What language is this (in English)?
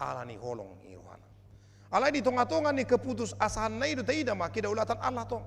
Batak Toba